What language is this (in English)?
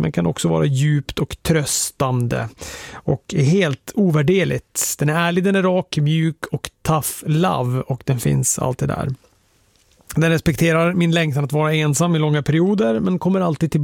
Swedish